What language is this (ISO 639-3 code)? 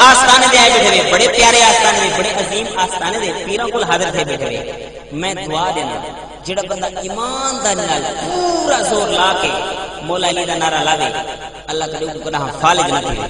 skr